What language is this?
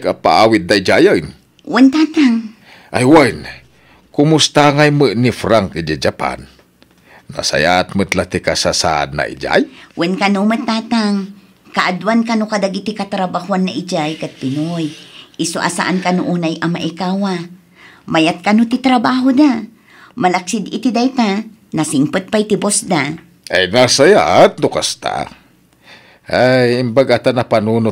Iloko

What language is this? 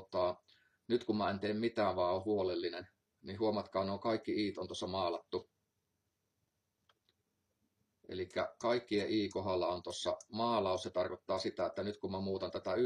Finnish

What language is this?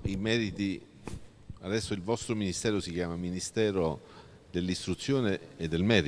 Italian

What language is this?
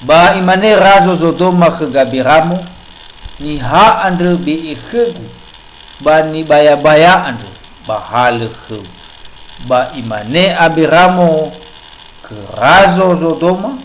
Nias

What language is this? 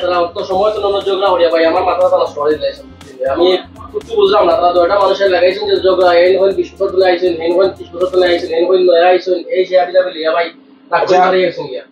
Sylheti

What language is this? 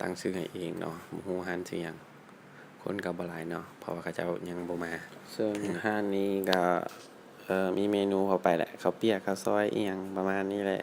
Lao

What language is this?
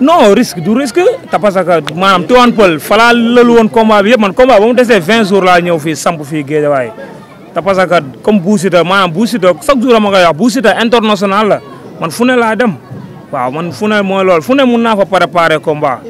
Wolof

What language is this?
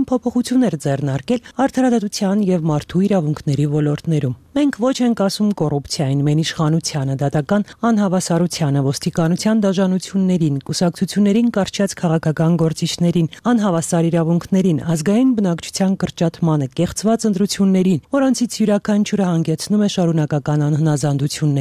Armenian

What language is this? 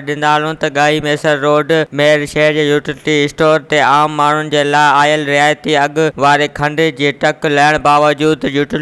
Sindhi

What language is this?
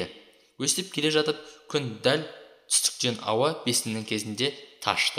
Kazakh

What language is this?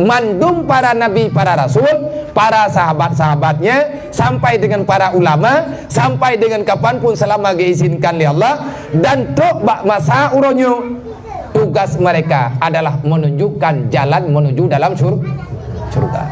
Achinese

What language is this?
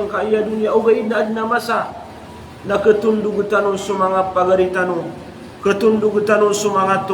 Maranao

